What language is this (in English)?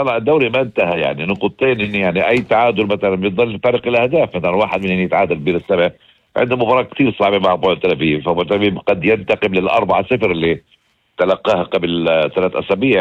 North Levantine Arabic